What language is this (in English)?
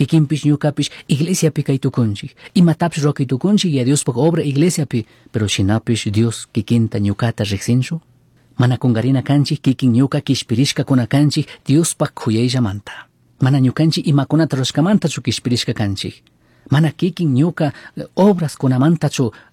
Chimborazo Highland Quichua